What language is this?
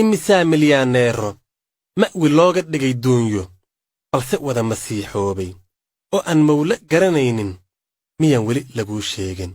Somali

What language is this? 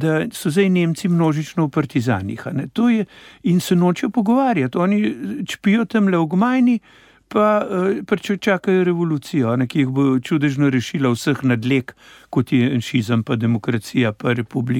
Slovenian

